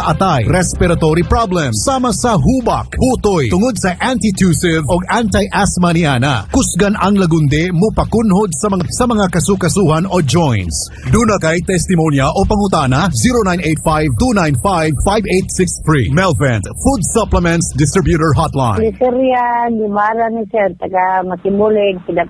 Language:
Cebuano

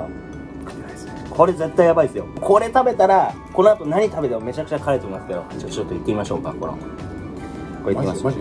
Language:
Japanese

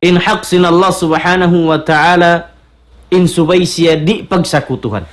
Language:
Tausug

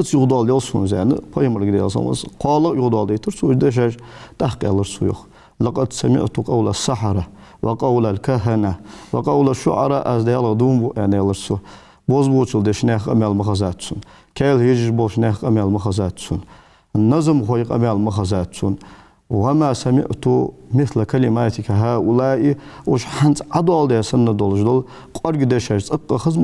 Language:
Ingush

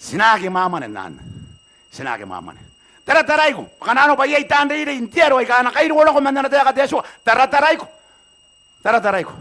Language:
Gilbertese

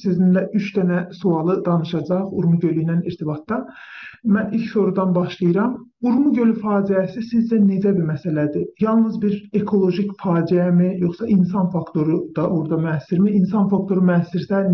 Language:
South Azerbaijani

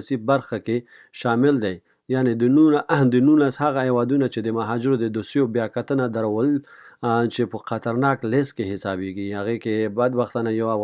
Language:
Pashto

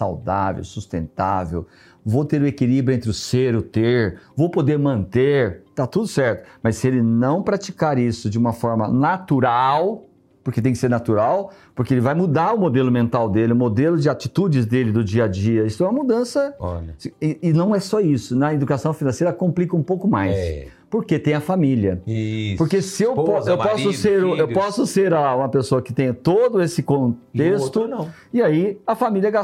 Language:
Portuguese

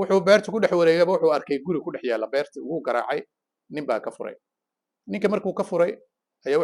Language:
Somali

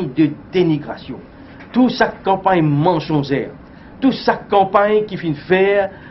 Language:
Morisyen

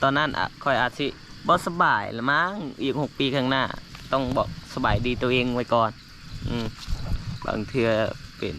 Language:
Lao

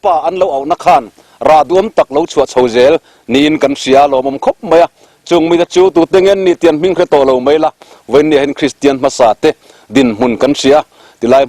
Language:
Mizo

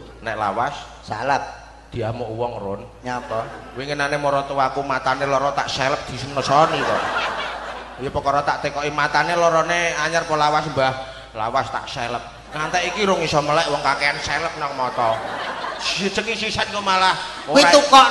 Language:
Javanese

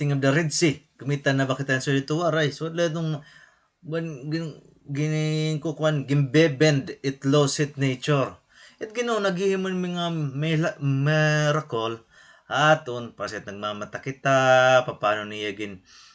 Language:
Waray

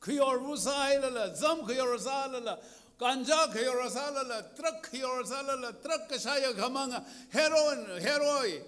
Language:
Tangkhul Naga (India)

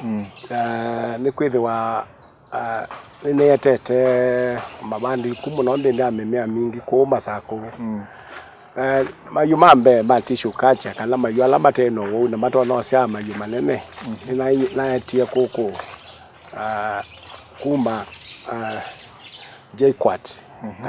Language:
Kamba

